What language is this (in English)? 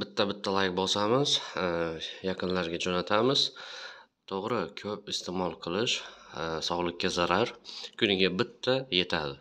Uzbek